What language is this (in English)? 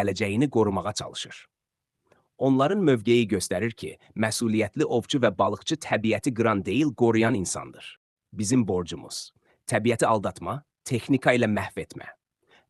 Azerbaijani